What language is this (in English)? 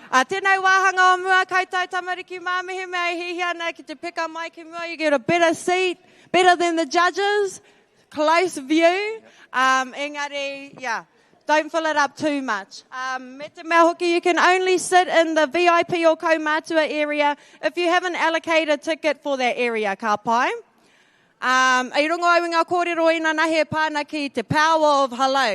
Māori